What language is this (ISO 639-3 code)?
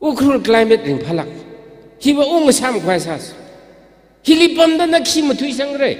nmf